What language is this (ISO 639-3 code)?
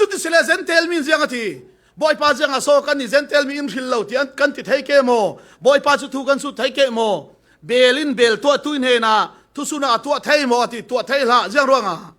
cfm